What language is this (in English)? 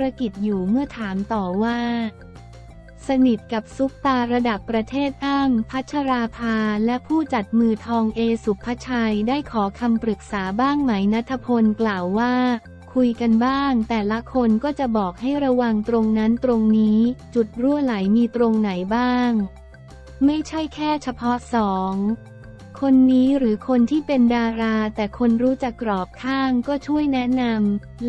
Thai